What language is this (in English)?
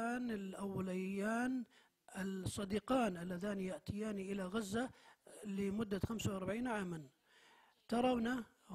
Arabic